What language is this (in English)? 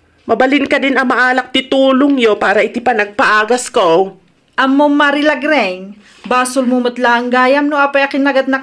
Iloko